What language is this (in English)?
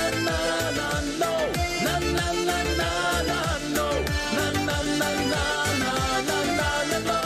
Chuvash